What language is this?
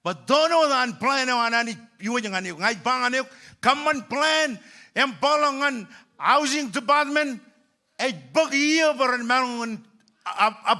Marshallese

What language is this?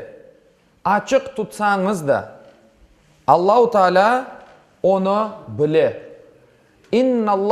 Crimean Tatar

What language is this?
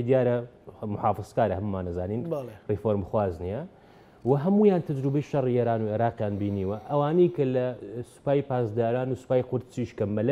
Central Kurdish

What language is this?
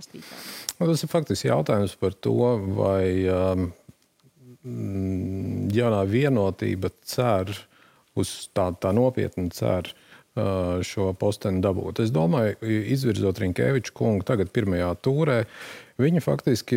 Latvian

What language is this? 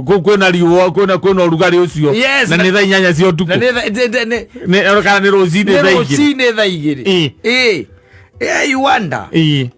Kikuyu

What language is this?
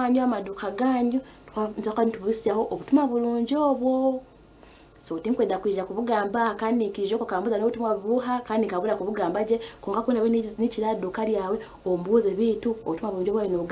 Nyankole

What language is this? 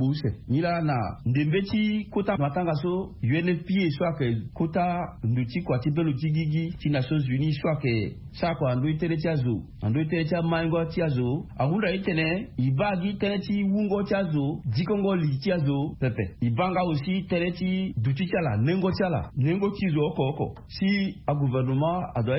Sango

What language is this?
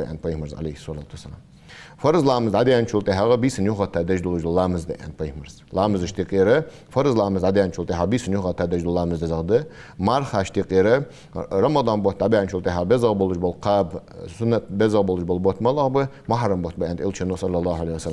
Ingush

